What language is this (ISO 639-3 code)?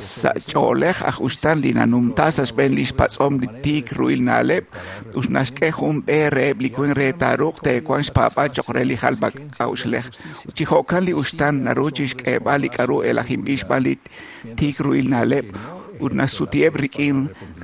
kek